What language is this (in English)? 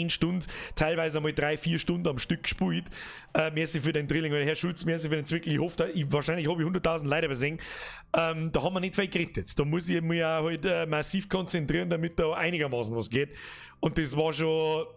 Bavarian